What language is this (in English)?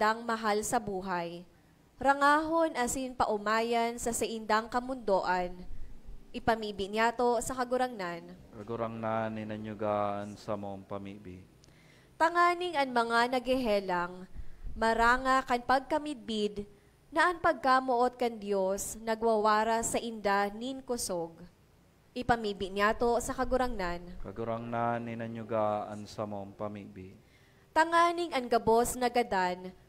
Bikol